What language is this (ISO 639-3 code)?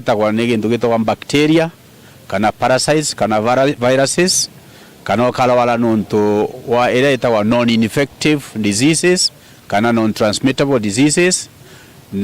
mer